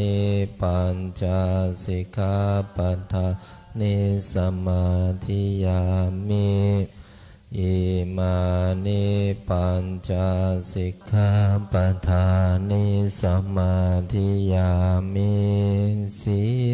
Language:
Pali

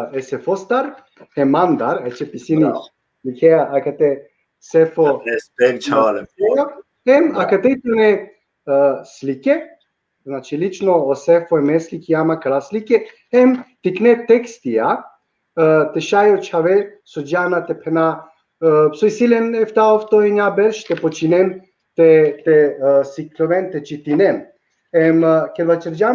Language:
Balkan Romani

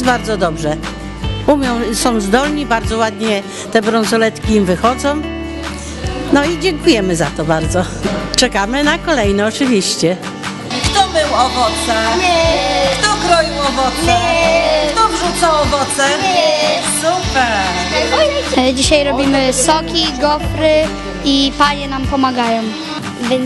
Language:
Polish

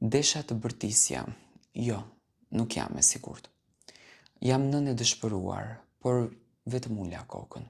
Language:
Albanian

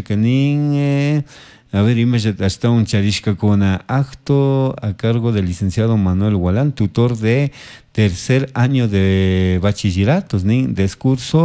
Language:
Chimborazo Highland Quichua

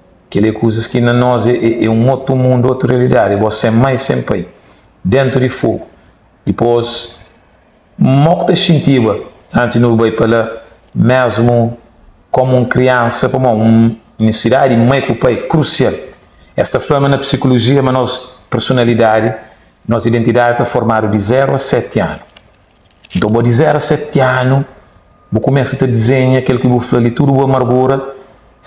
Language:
Kabuverdianu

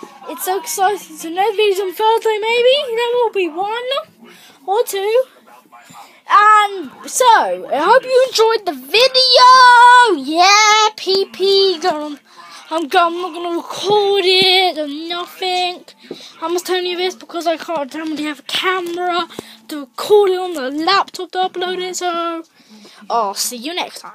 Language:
English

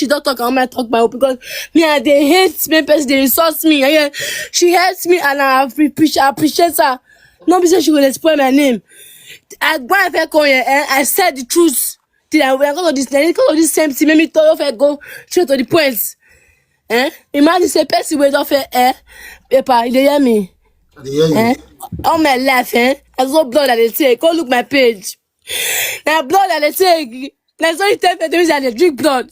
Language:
Nigerian Pidgin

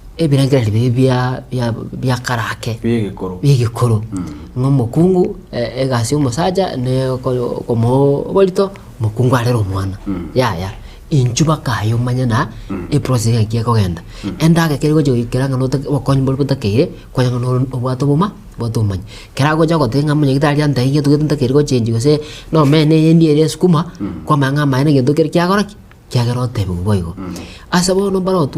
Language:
Gusii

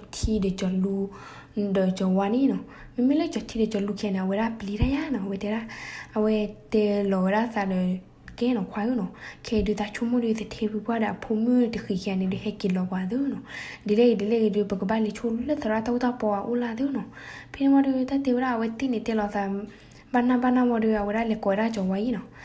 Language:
S'gaw Karen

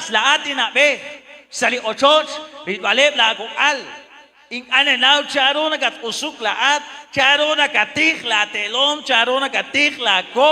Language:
Kekchí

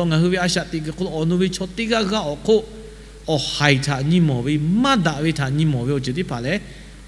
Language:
Lahu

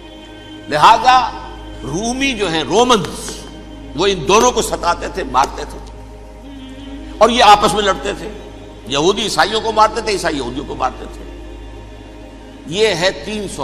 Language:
Urdu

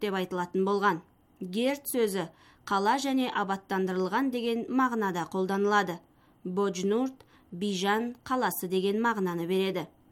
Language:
Kazakh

